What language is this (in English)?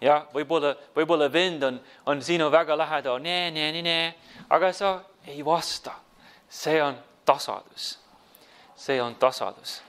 Estonian